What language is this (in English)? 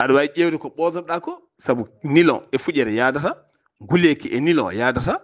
Fula